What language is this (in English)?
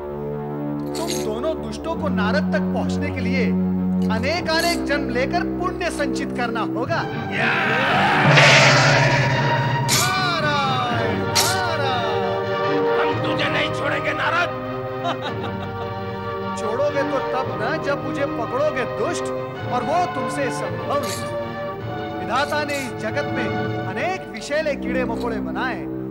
Hindi